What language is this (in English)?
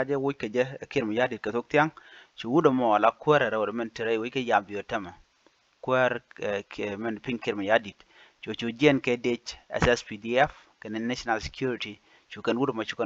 Nuer